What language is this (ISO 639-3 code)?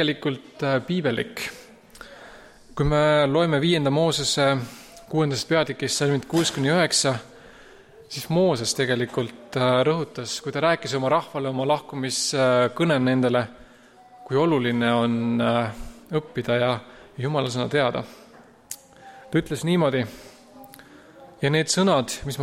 est